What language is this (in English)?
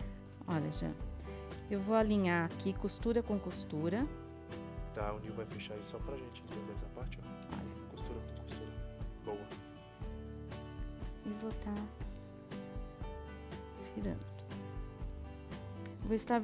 Portuguese